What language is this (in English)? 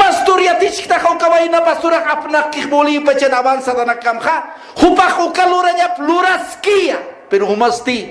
Aymara